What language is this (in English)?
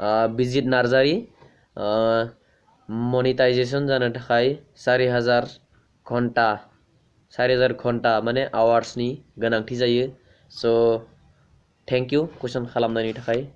Bodo